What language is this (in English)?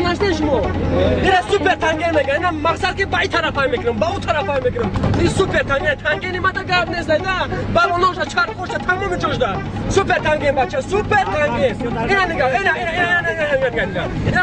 Tajik